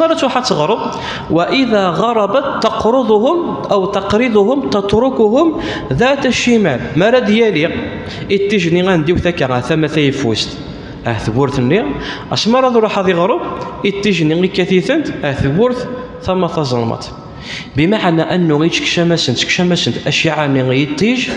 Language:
Kabyle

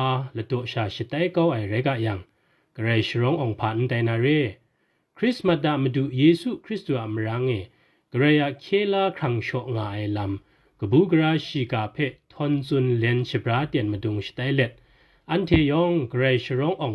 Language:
Kachin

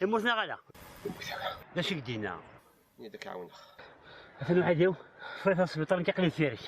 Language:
Kabyle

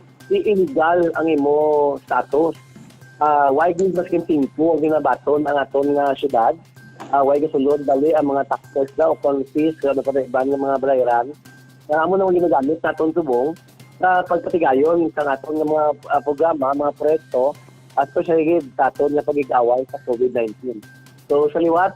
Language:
Hiligaynon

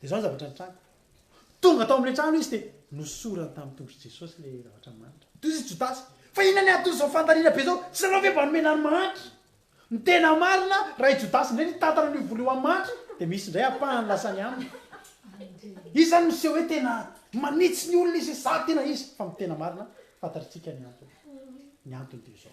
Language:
Malagasy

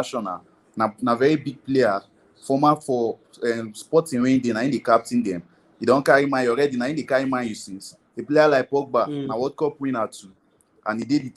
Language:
Nigerian Pidgin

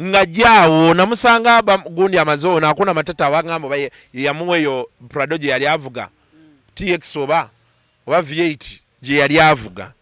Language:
Ganda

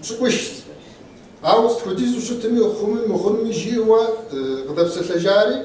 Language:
Kabardian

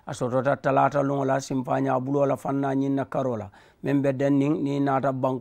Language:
Mandingo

